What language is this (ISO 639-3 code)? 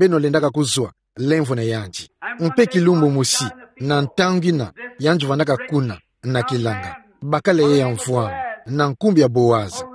ktu